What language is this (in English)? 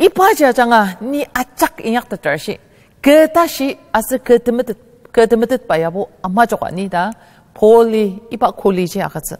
Ao Naga